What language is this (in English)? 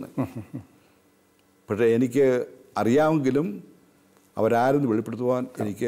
Malayalam